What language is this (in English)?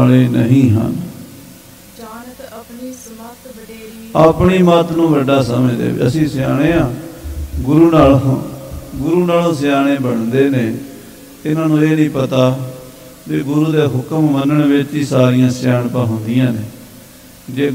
Punjabi